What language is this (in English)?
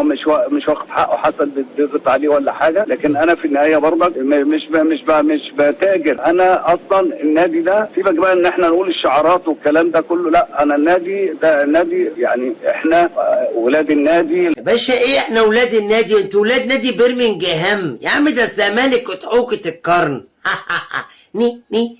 Egyptian Arabic